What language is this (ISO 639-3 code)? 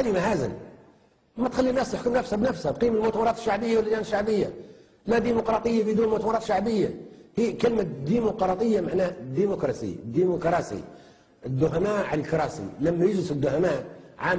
arz